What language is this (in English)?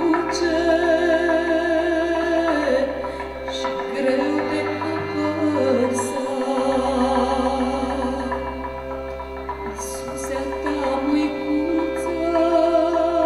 Romanian